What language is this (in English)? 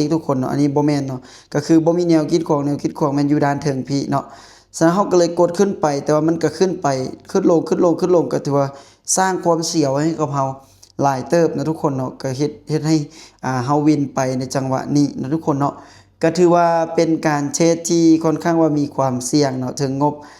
Lao